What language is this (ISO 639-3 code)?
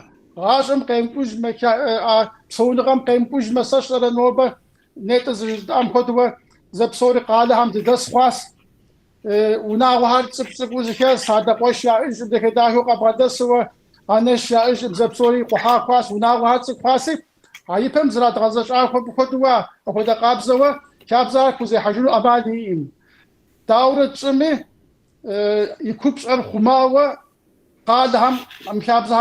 kbd